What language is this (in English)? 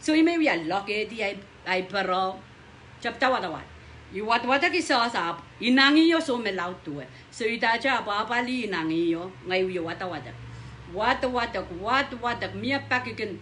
Pohnpeian